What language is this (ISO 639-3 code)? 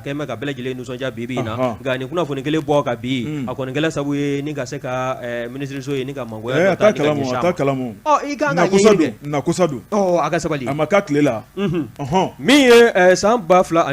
bam